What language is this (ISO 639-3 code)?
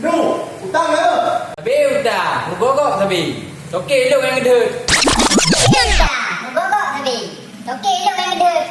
ace